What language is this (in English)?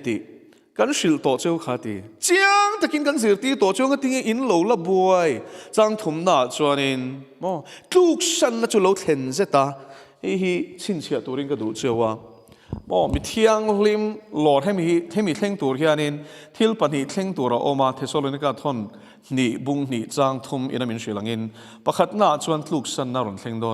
Mizo